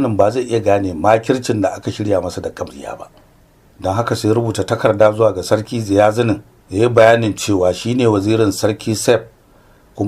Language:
Hausa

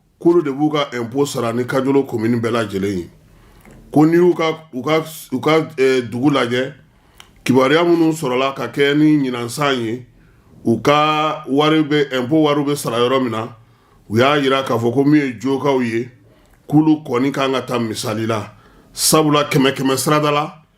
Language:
Bambara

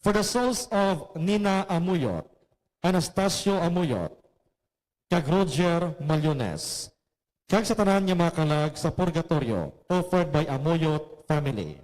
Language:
Hiligaynon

